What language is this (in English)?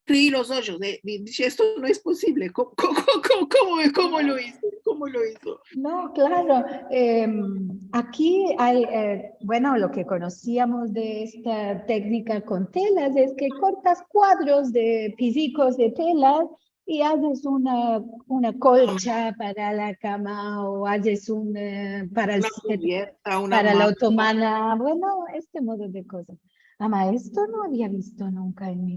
Ladino